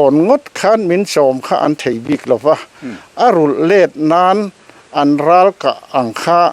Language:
Mizo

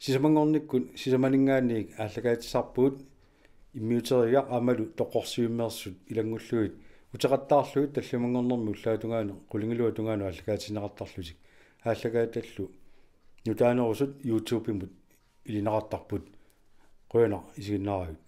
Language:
Kalaallisut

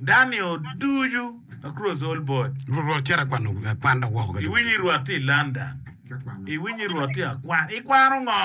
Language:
Acoli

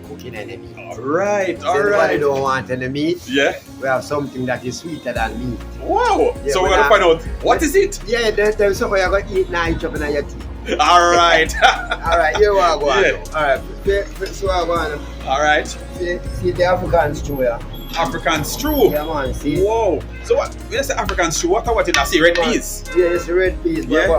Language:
Jamaican Creole English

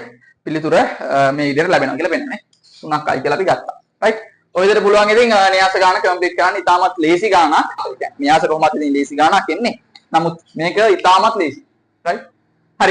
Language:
Sinhala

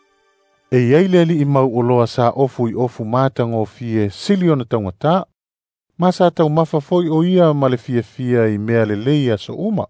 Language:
Samoan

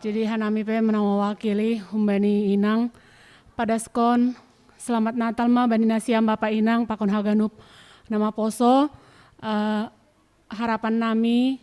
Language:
Batak Simalungun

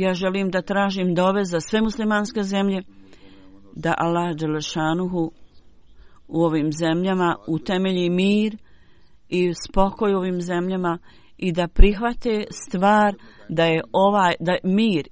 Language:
Bosnian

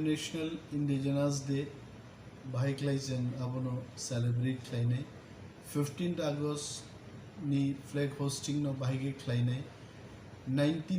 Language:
Kok Borok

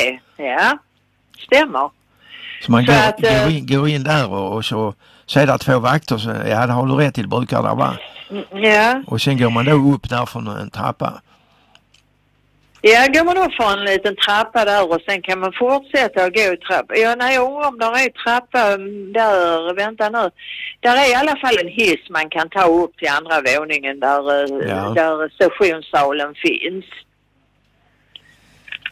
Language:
Swedish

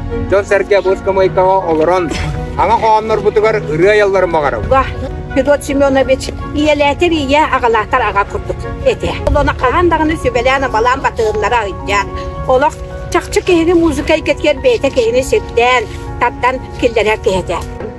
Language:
Yakut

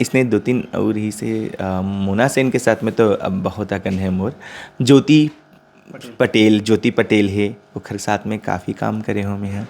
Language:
Chhattisgarhi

